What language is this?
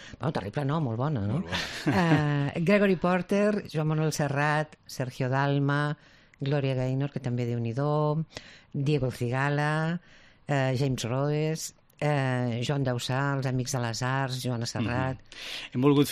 Catalan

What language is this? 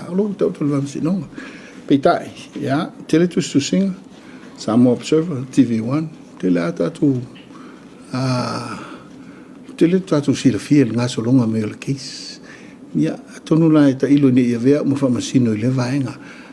Samoan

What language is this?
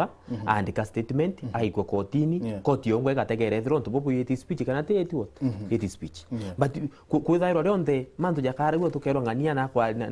Meru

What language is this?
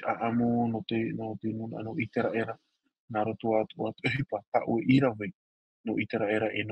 Tahitian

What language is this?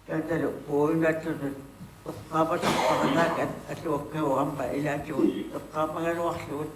Kalaallisut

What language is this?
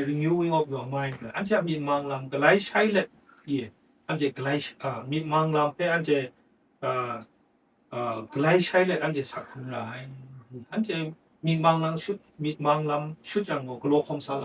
Kachin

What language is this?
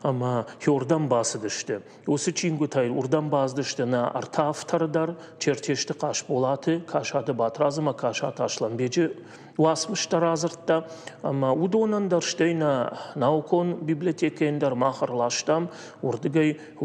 Ossetic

